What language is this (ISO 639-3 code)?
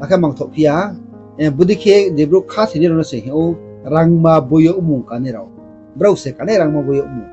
ria